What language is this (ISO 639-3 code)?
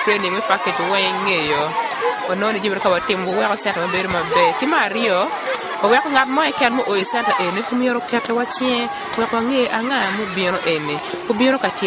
ach